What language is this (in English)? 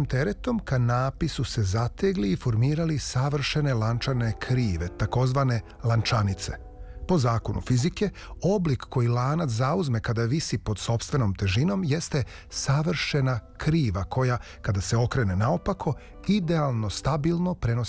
Serbian